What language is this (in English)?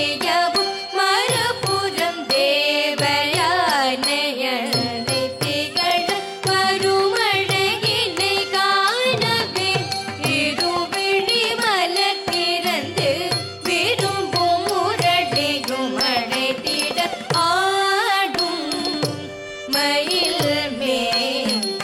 Tamil